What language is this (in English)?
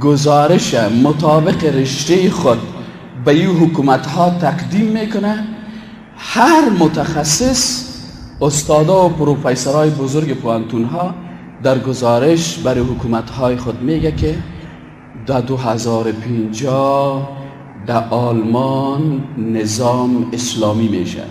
Persian